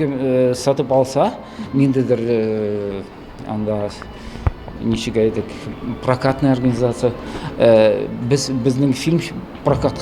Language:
Tatar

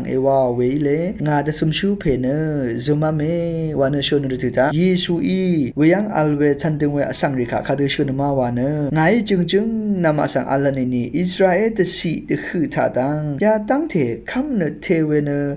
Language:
Rawang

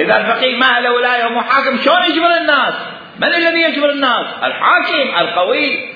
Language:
Mesopotamian Arabic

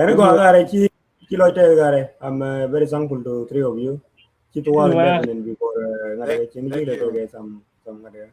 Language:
Nuer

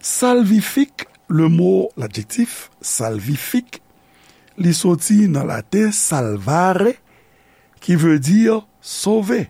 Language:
Haitian Creole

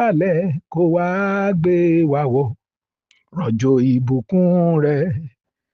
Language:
Yoruba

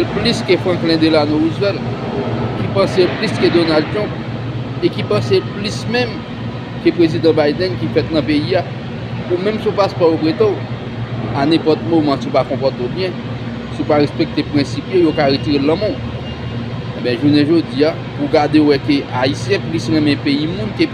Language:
Haitian Creole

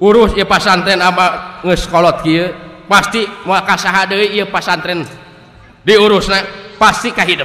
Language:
Sundanese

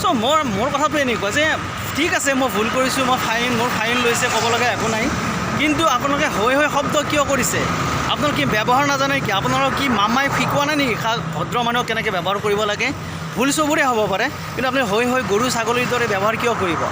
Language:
Assamese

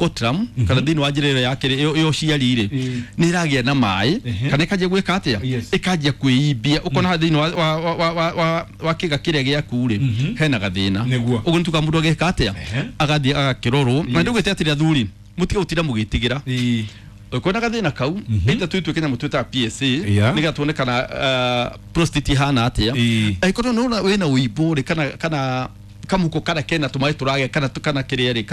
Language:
Kikuyu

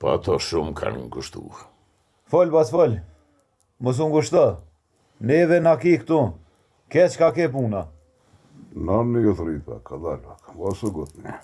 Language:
Albanian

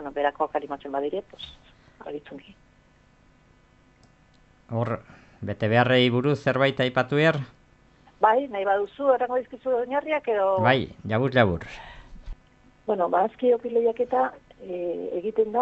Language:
Basque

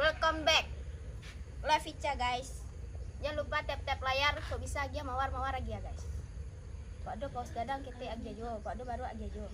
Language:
Minangkabau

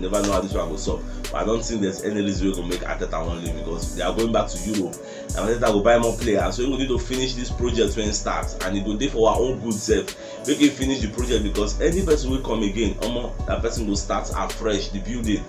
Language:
Nigerian Pidgin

